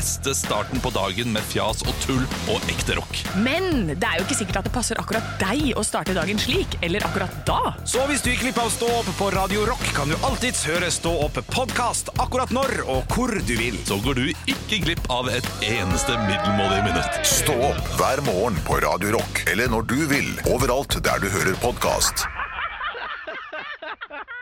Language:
Norwegian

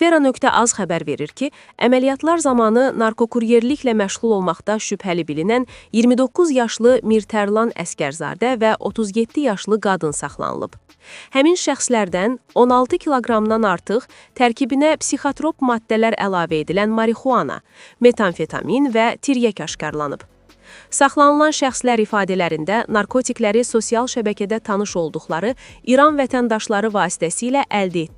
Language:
Azerbaijani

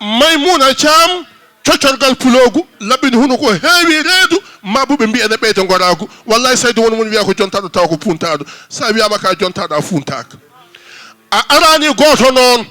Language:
Fula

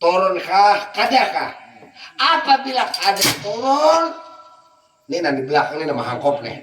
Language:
Banjar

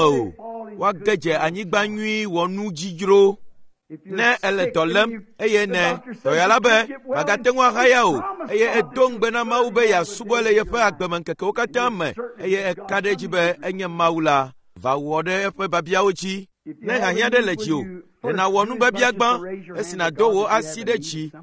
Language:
Ewe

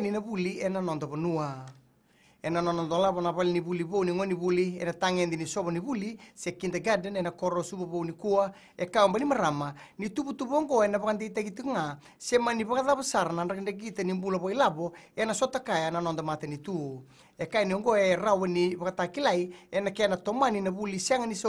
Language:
Fijian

